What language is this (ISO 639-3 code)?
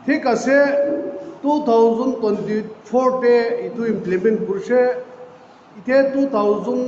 nag